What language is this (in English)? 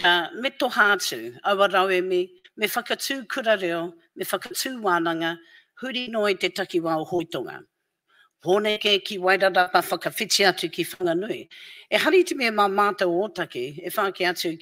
Māori